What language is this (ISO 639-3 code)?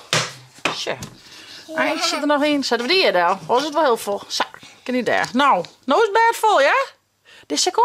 fry